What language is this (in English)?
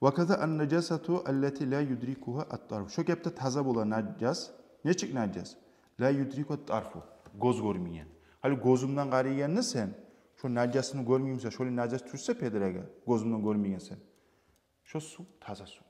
Kumyk